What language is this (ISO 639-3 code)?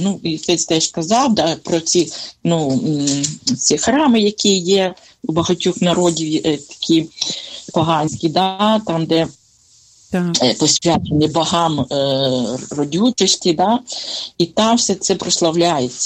ukr